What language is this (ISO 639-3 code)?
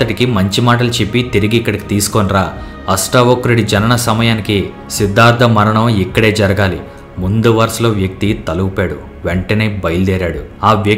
tel